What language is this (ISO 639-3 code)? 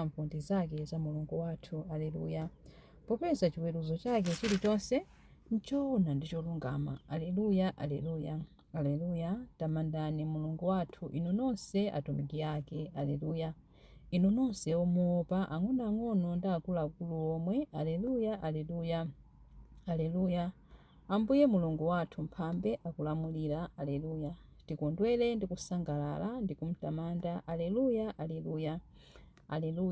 nya